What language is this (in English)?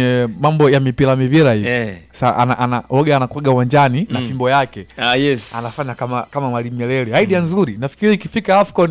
Swahili